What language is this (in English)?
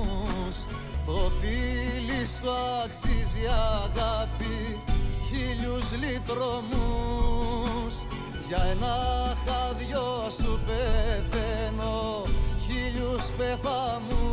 Greek